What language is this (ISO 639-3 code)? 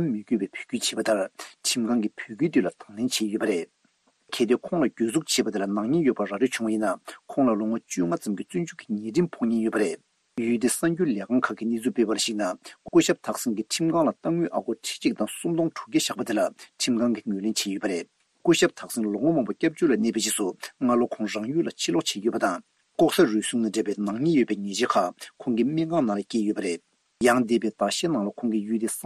bod